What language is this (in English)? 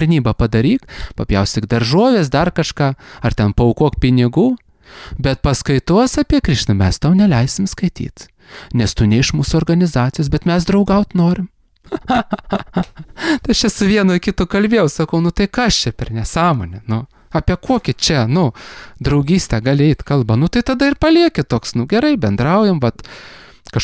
Lithuanian